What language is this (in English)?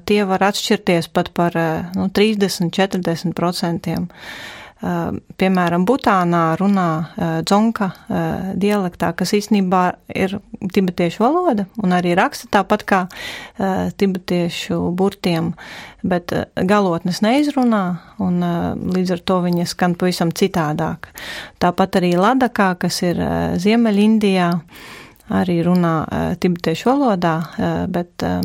Latvian